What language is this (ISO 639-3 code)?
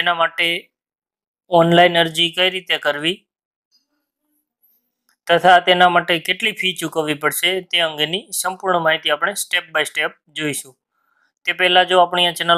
guj